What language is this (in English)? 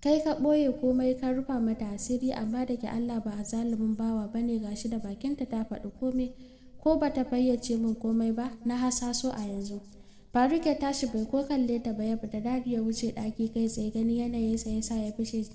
Hausa